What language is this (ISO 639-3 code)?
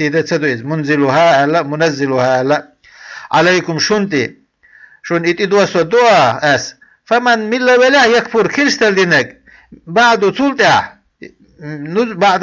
che